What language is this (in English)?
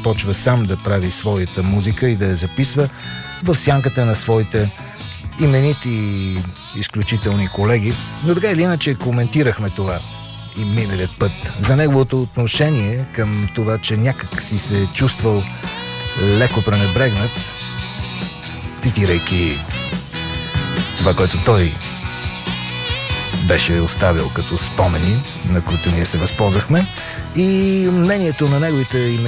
Bulgarian